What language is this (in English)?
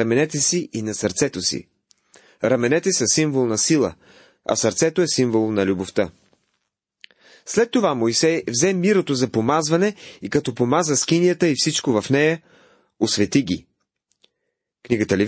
Bulgarian